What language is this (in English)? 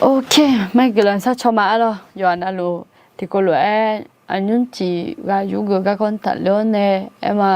Akha